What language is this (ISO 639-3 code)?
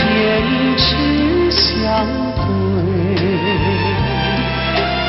zho